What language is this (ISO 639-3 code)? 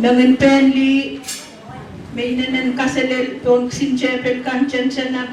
pon